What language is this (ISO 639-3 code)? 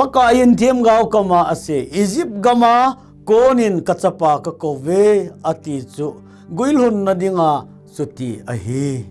tcz